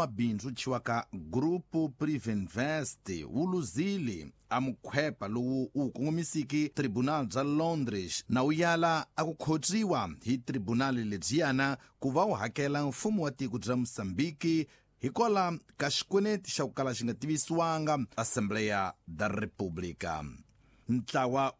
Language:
Tsonga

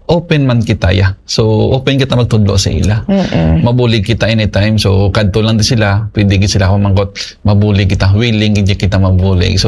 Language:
Hiligaynon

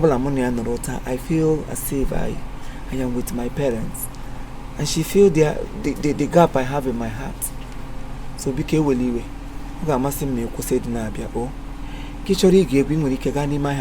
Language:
Igbo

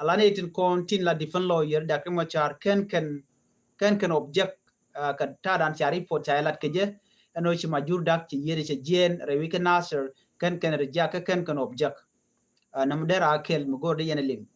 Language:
Nuer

